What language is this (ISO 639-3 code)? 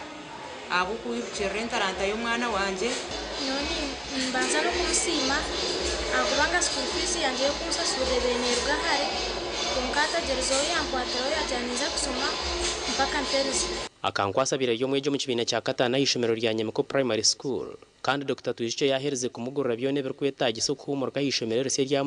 nyn